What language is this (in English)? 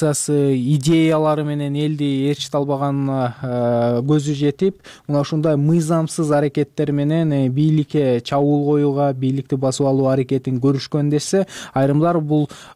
Kyrgyz